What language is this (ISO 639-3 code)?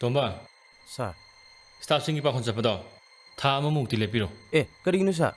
mni